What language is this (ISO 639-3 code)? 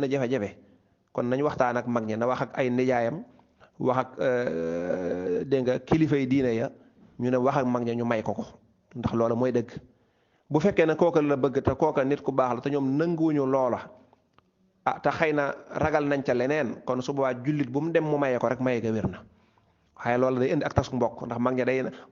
wol